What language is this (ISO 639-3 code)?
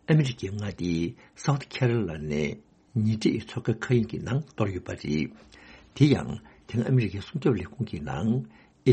bod